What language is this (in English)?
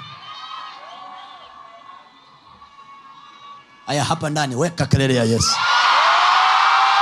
Swahili